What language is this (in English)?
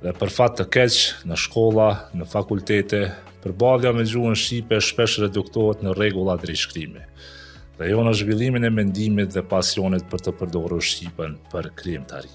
Albanian